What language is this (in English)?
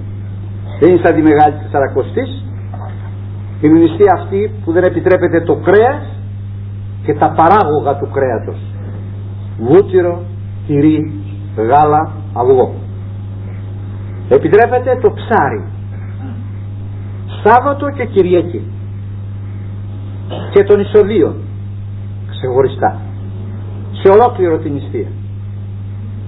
Greek